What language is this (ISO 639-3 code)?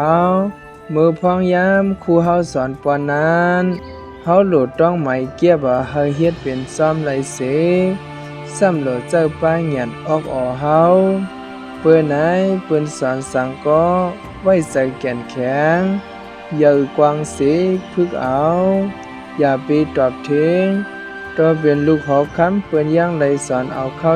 shn